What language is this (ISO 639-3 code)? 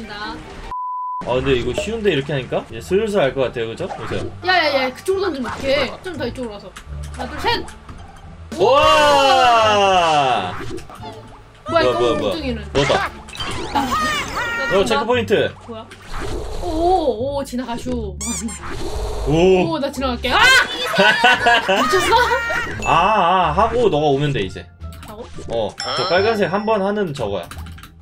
kor